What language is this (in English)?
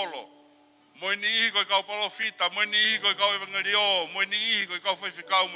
Tongan